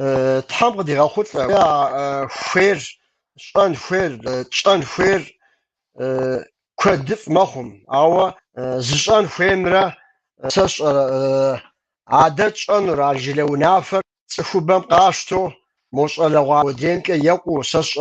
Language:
Kabardian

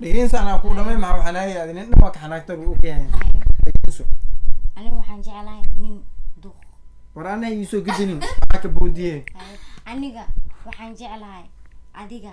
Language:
Somali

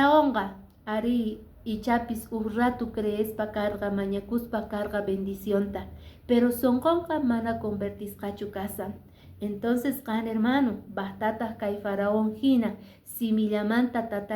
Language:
Quechua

